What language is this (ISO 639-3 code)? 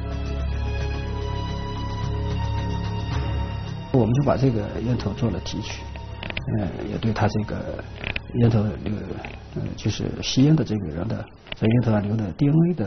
zho